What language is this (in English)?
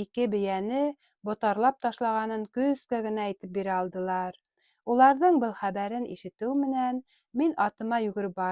Bashkir